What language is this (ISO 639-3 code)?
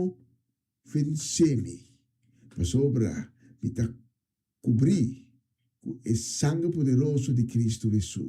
pap